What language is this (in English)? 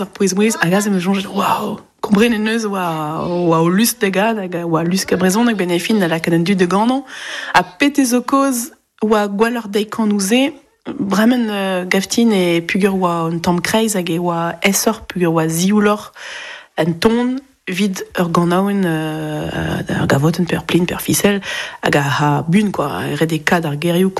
Breton